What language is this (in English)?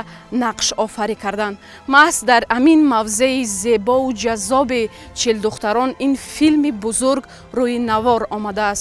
Tajik